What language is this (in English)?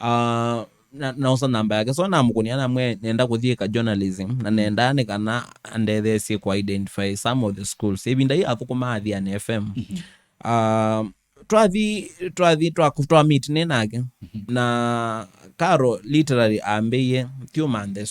Kamba